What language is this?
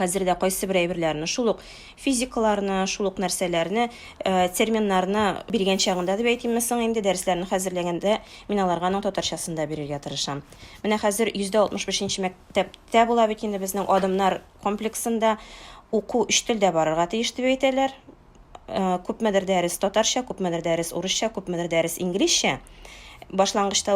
Tatar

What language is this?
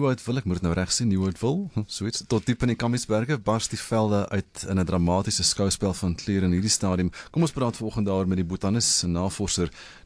Afrikaans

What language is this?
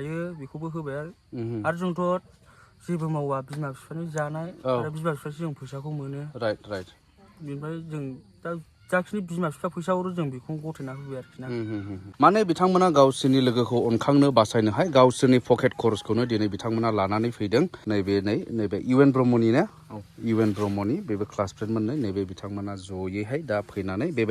Bodo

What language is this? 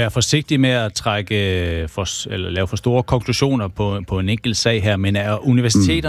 Danish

